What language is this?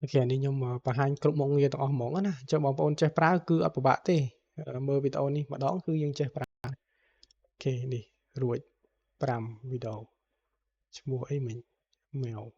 Khmer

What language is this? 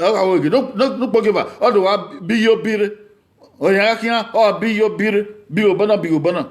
Bini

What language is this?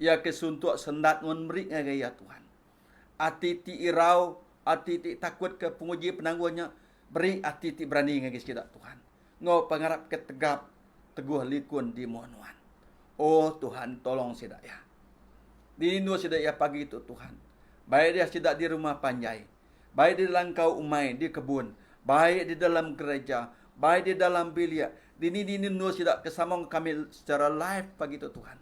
Iban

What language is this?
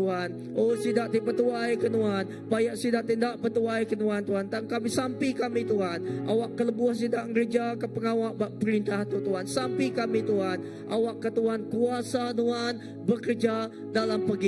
Iban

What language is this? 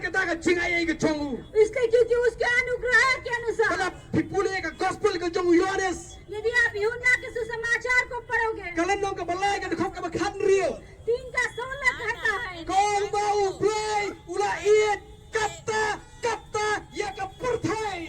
Khasi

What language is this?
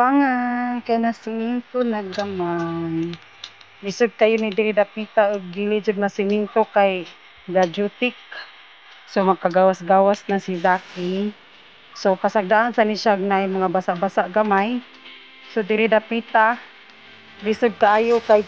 Cebuano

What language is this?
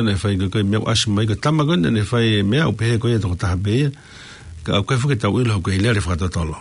Tongan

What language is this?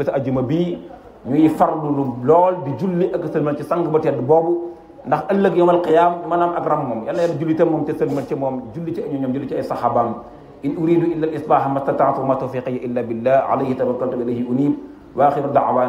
Wolof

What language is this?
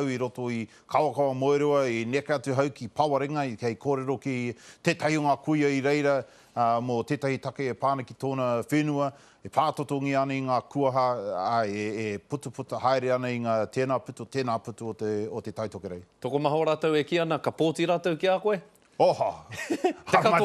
Māori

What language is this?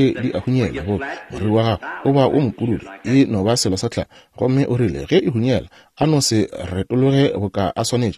Northern Sotho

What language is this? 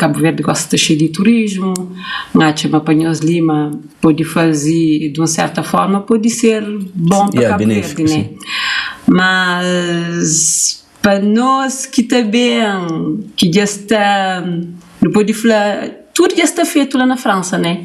Kabuverdianu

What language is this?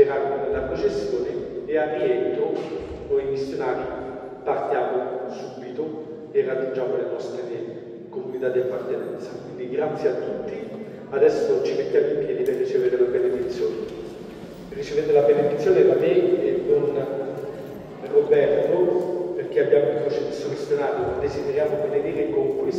Italian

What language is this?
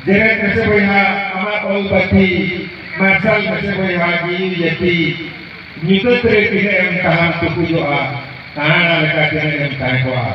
Santali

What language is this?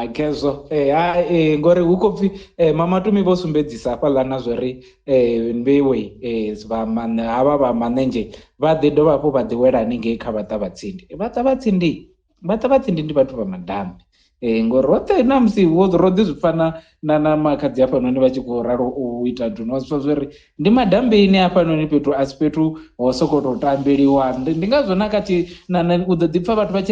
Venda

